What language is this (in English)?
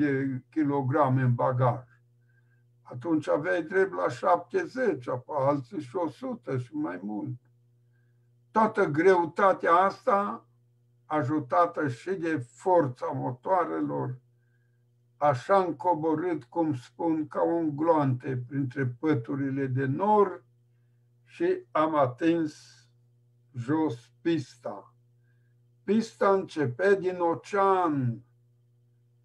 Romanian